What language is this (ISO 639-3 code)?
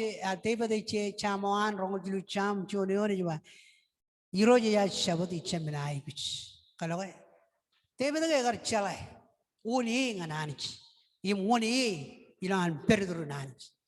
mah